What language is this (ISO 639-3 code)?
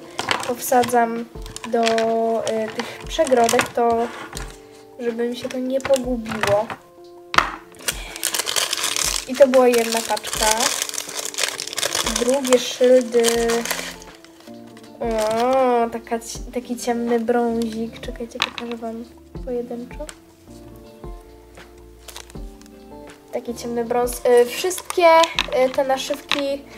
pol